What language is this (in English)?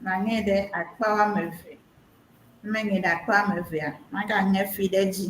Ewe